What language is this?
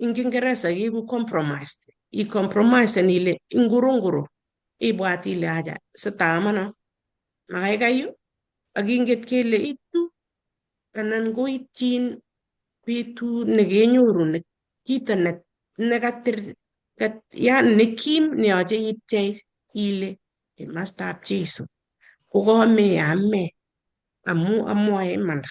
Kalenjin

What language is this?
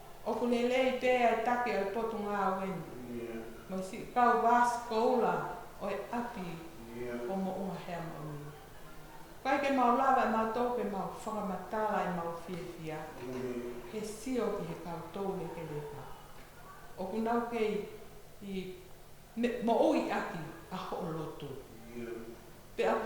Tongan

